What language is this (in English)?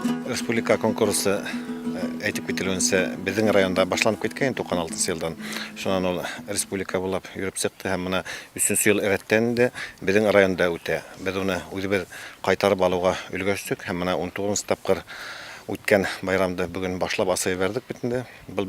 Bashkir